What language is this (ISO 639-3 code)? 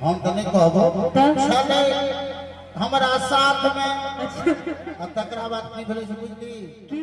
mai